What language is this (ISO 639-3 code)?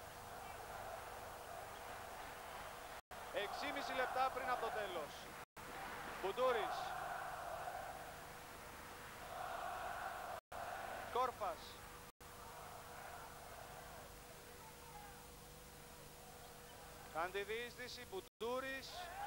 ell